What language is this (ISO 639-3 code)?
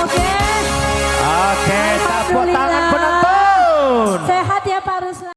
min